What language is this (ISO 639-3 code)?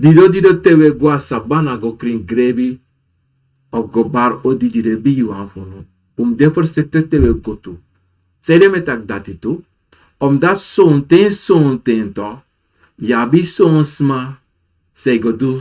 srn